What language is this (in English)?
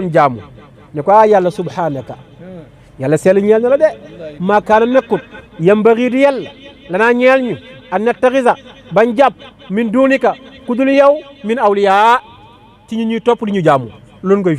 Wolof